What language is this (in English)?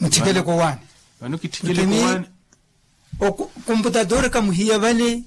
Makhuwa